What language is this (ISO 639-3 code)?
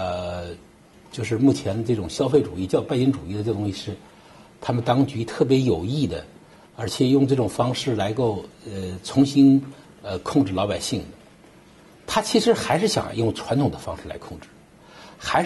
zho